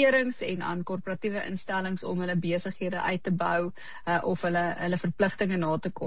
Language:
Afrikaans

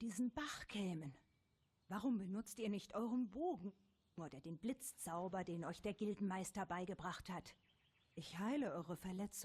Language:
Swiss German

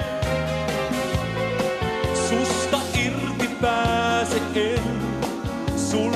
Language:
Finnish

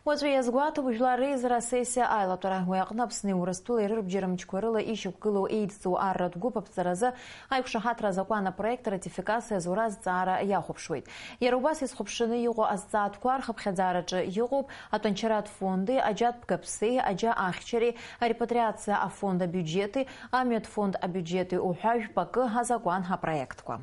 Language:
Abkhazian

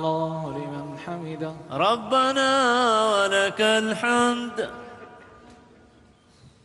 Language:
Arabic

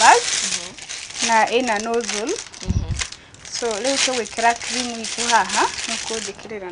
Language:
Kikuyu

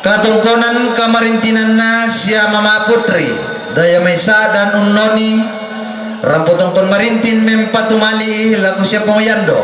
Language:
Toraja-Sa'dan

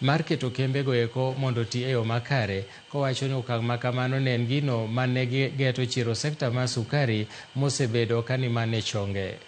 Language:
Luo (Kenya and Tanzania)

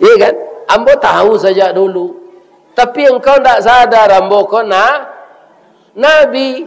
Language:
Minangkabau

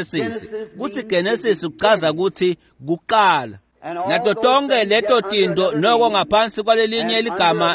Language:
Swati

